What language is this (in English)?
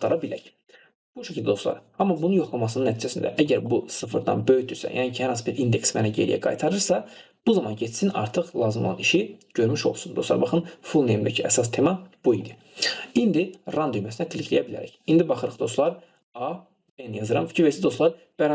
Azerbaijani